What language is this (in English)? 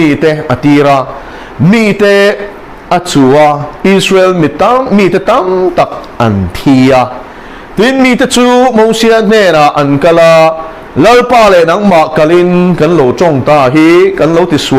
Mizo